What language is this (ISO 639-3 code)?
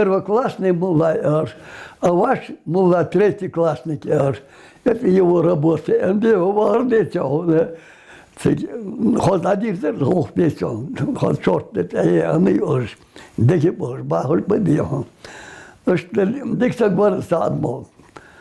inh